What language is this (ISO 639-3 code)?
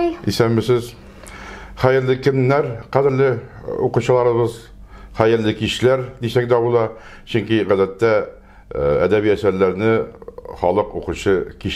tat